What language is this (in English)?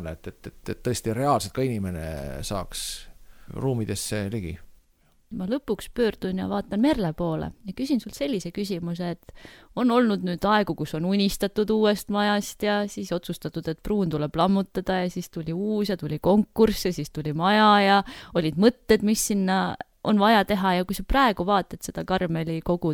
Estonian